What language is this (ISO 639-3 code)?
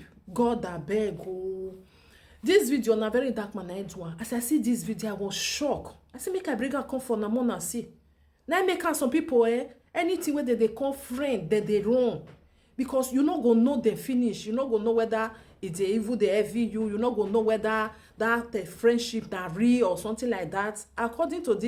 pcm